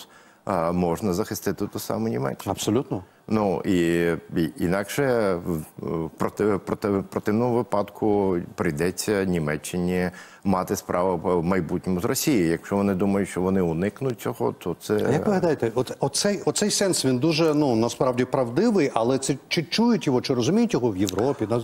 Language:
Ukrainian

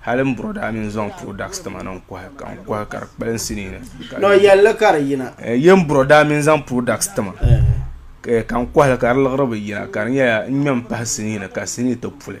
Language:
Dagbani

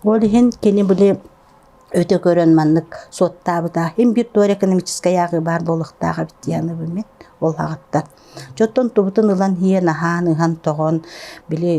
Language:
Yakut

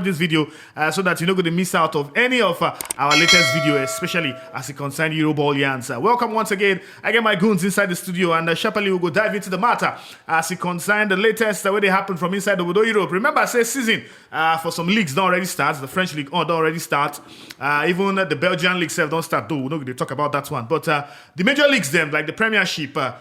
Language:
Nigerian Pidgin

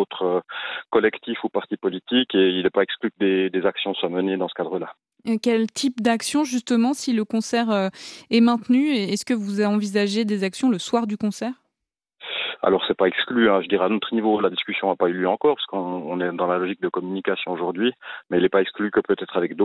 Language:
French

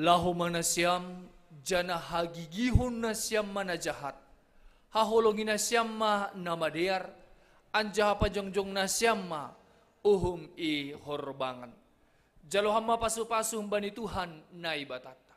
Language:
Batak Simalungun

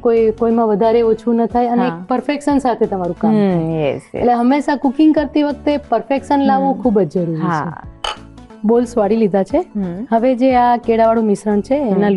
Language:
Gujarati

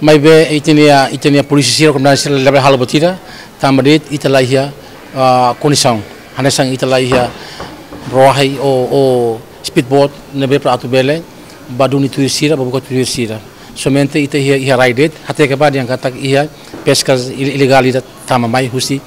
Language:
Tetum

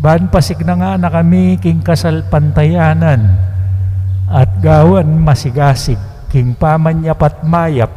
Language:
Pampanga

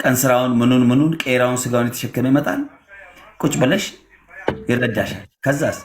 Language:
Amharic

